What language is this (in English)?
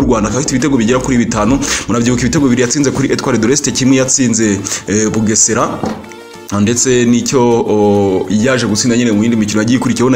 Kinyarwanda